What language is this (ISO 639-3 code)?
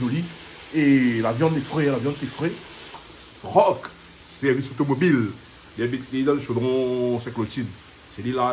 rcf